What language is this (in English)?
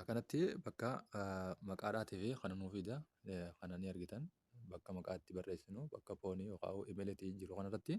Oromo